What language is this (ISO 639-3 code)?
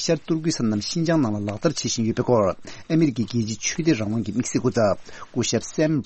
bod